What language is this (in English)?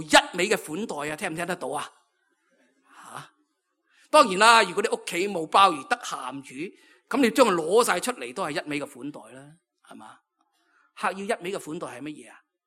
Cantonese